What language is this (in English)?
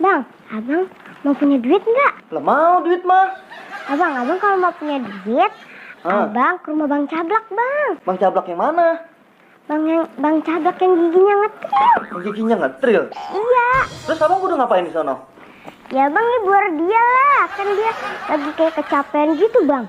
Betawi